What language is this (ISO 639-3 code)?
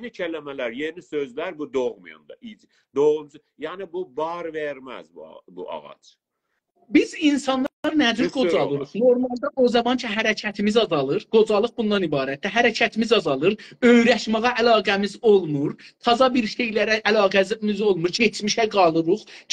azb